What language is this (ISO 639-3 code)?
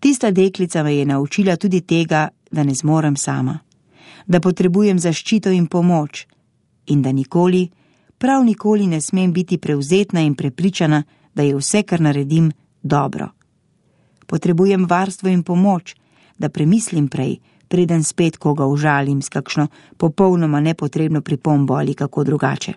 slv